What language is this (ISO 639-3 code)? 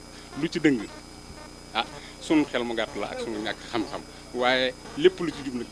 wol